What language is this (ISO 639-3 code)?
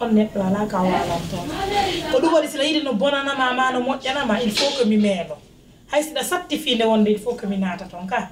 fuf